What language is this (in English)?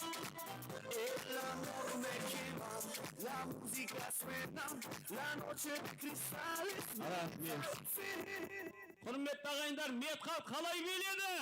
Kara-Kalpak